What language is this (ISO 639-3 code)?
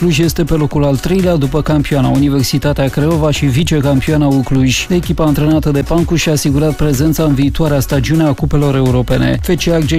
ron